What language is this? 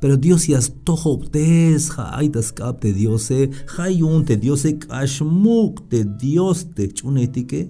Tzeltal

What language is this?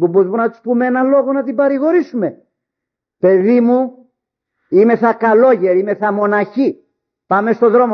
Greek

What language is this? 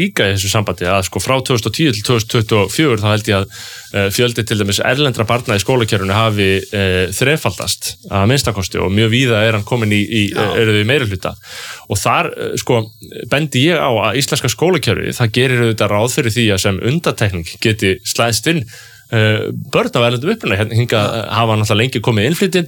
Icelandic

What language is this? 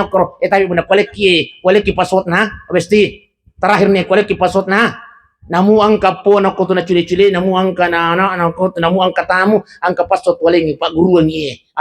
Buginese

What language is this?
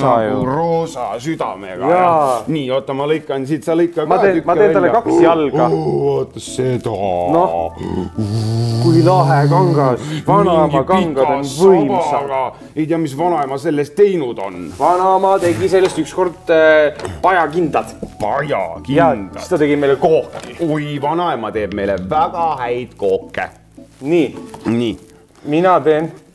Estonian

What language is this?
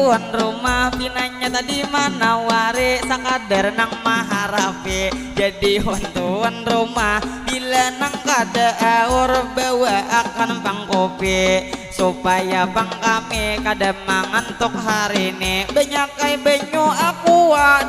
Banjar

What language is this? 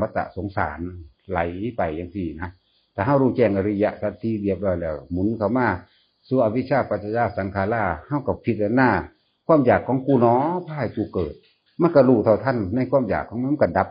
Northeastern Thai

